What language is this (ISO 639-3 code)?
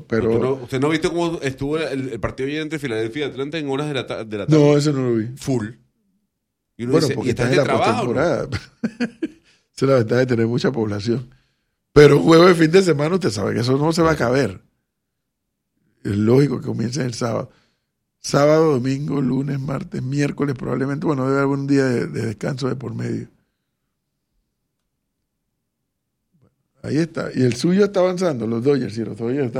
spa